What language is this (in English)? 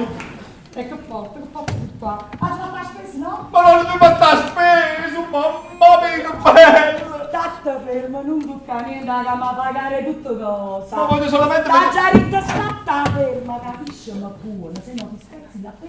Neapolitan